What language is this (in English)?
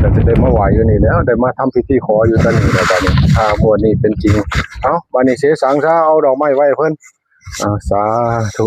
Northeastern Thai